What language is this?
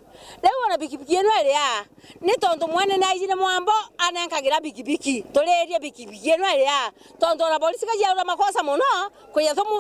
Meru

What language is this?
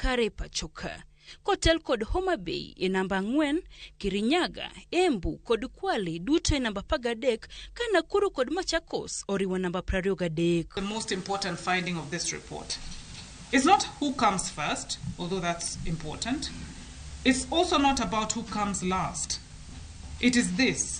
Luo (Kenya and Tanzania)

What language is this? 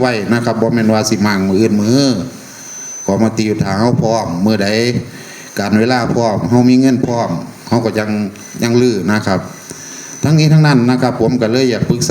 Northeastern Thai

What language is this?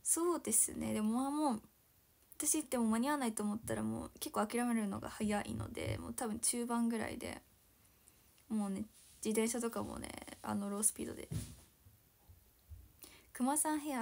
Japanese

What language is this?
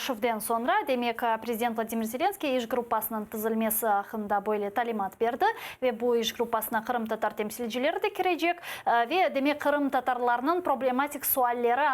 Crimean Tatar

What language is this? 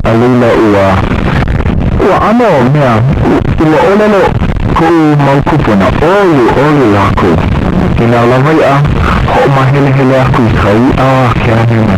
Hawaiian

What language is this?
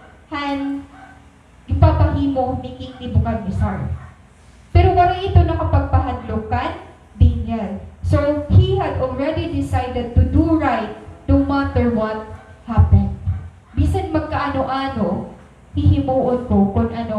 Waray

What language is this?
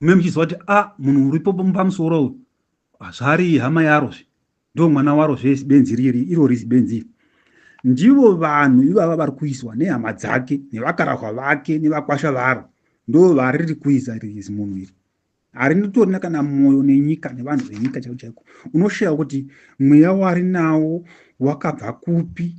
Shona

